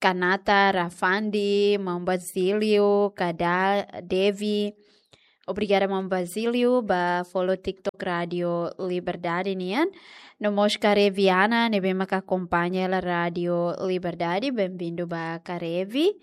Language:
Tetum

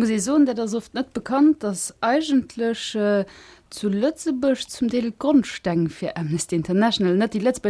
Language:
Luxembourgish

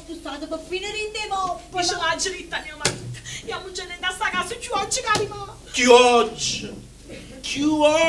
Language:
Neapolitan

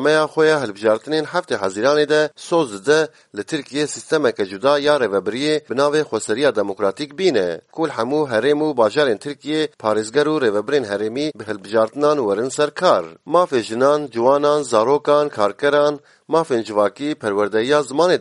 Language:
Kurdish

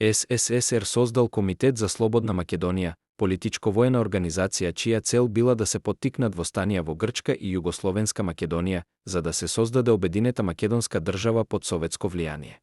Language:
Macedonian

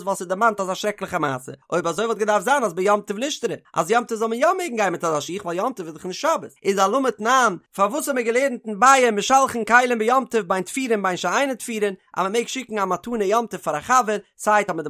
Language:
Yiddish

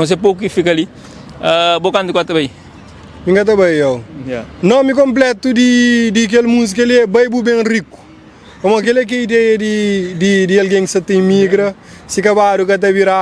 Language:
Kabuverdianu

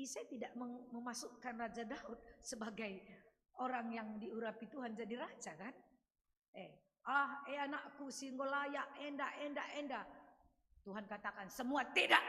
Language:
Batak Karo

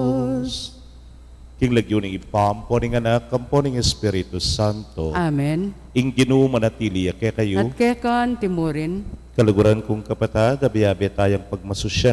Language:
Pampanga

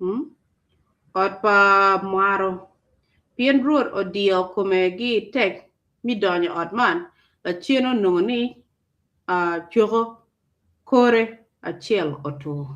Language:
Acoli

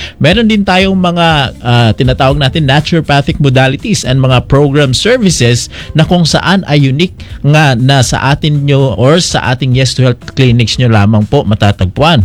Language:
Filipino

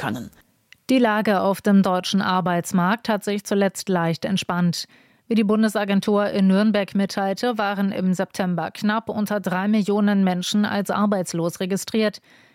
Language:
German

